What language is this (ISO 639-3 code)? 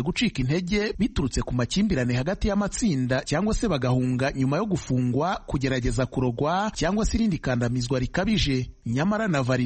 kin